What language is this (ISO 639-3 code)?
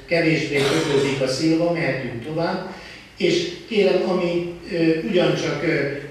hun